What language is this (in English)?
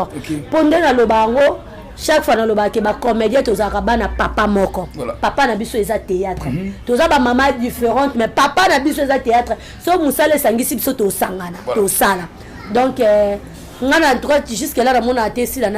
Lingala